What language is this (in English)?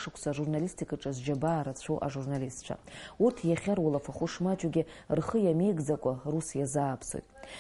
Abkhazian